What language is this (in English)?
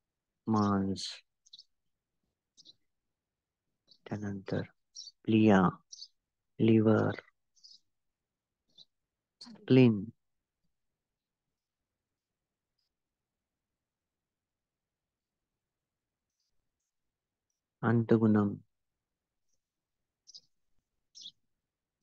Marathi